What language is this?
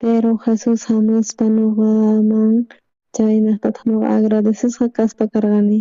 South Bolivian Quechua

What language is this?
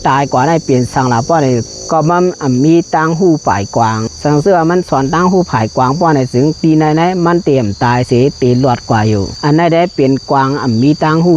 Lao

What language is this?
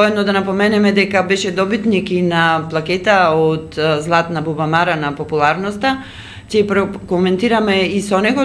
Macedonian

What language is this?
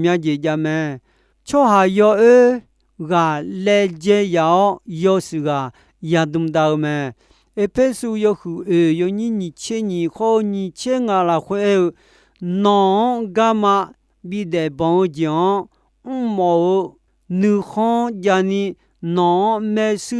Akha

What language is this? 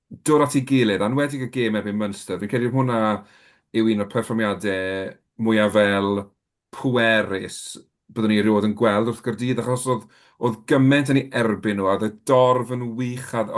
Welsh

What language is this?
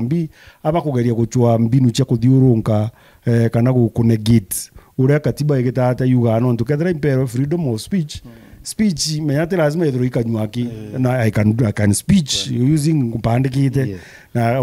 Meru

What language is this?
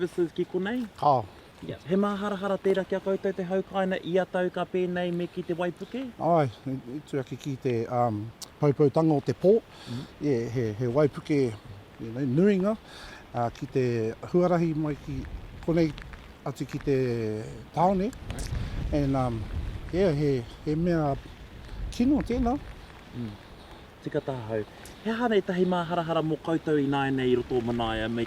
Māori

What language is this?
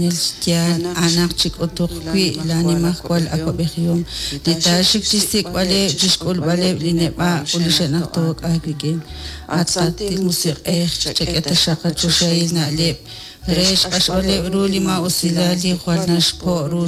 Kekchí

